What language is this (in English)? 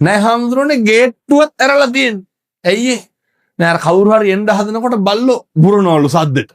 Sinhala